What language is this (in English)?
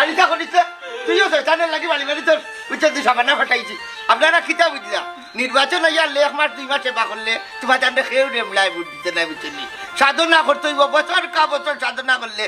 Sylheti